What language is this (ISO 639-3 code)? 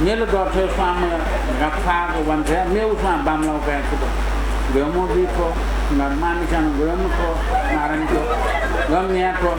new